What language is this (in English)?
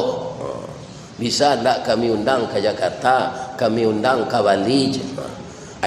Minangkabau